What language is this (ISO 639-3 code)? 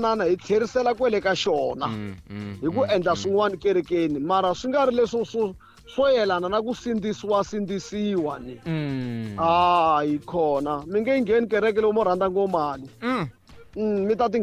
tso